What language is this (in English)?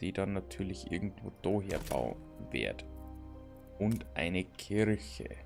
Bavarian